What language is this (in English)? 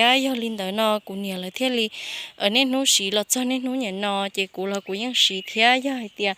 Hmong